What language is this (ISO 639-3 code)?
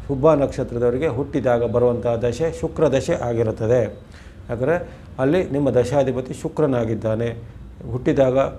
kan